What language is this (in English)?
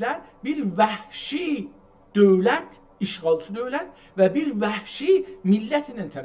South Azerbaijani